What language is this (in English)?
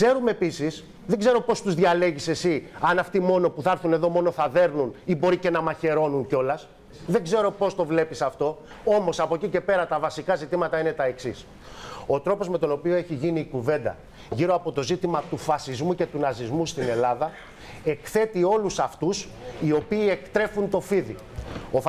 Greek